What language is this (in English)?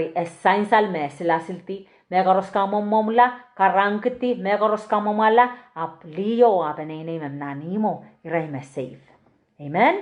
Pohnpeian